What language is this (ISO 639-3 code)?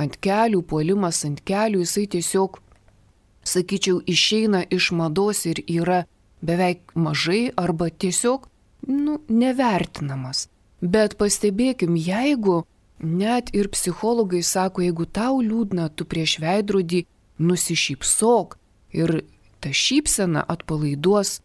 lit